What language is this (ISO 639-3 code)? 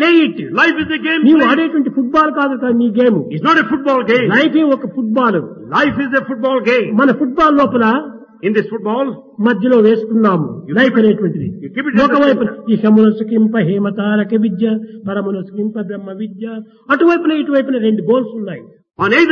tel